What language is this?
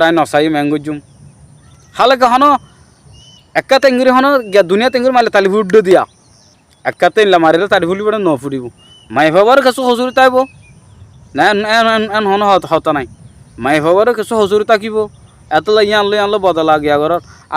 Rohingya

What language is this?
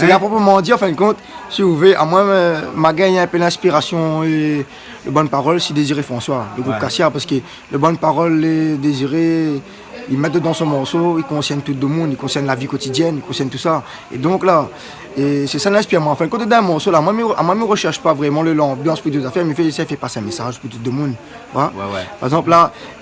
Réunion Creole French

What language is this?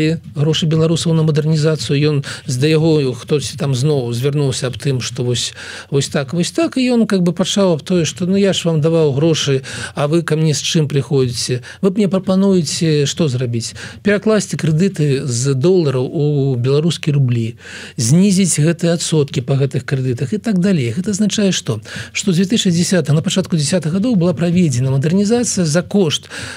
Belarusian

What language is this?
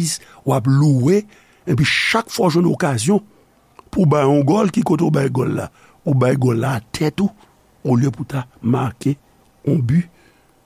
Haitian Creole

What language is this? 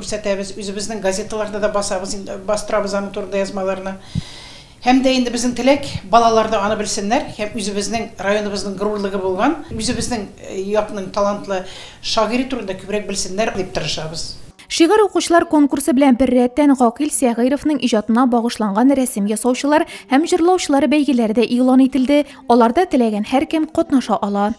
Tatar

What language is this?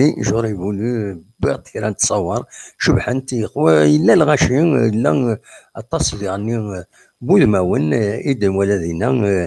Kabyle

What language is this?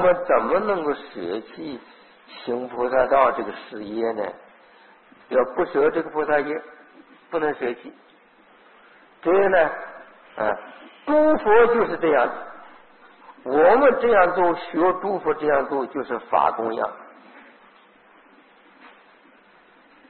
Chinese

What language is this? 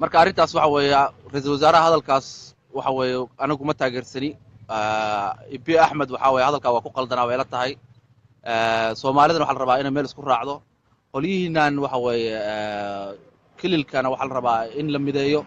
Somali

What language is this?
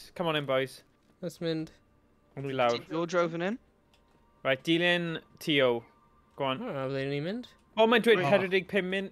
Welsh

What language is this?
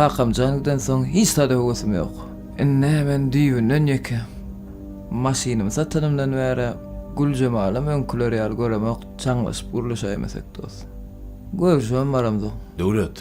Turkmen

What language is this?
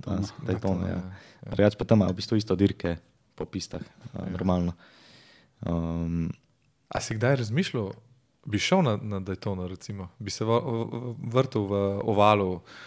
Slovenian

